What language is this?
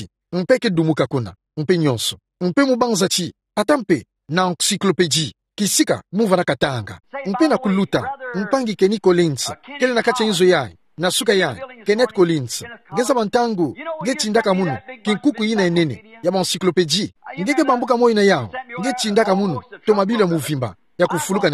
Kituba (Democratic Republic of Congo)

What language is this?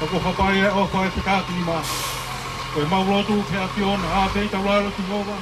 Tongan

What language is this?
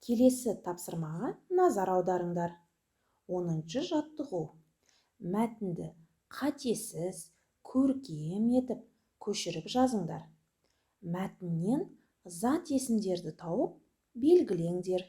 Kazakh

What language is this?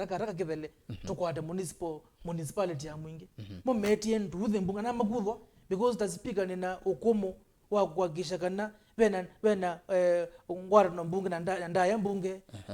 Kamba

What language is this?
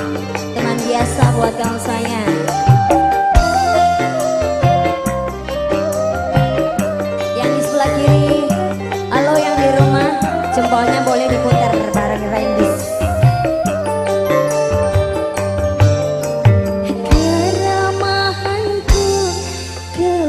Indonesian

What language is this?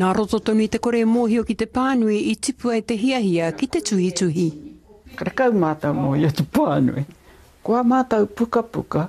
Māori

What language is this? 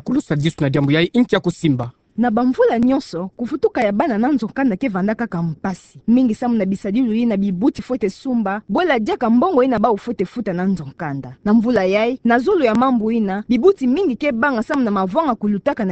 Kituba (Democratic Republic of Congo)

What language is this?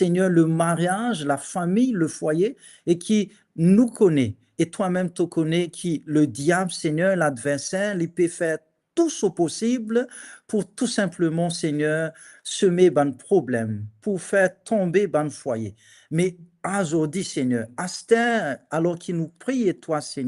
Morisyen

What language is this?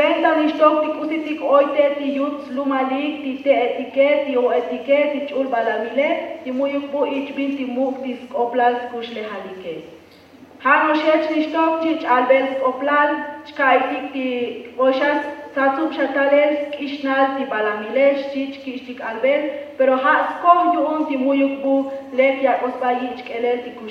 Tzotzil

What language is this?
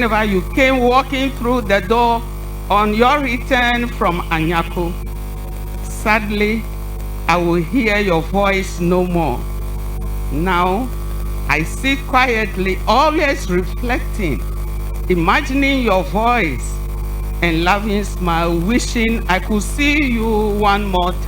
Ewe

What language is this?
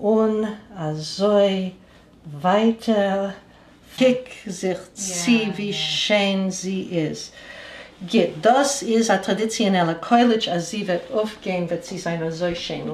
Yiddish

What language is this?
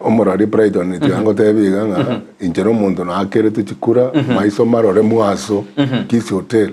Gusii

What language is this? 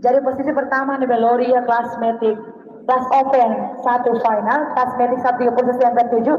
Tetum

